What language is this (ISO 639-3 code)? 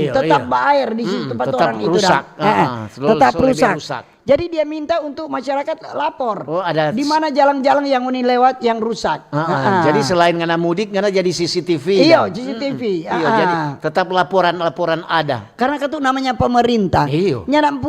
xmm